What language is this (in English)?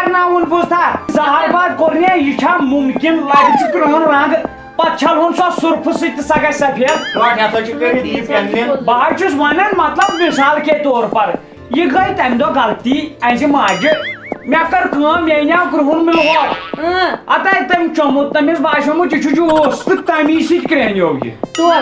Kashmiri